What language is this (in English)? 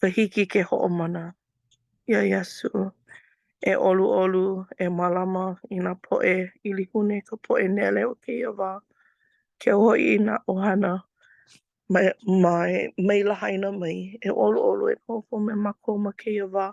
Hawaiian